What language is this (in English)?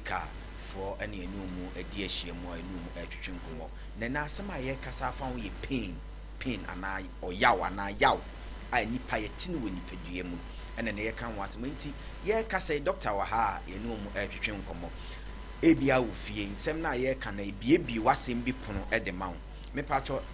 Akan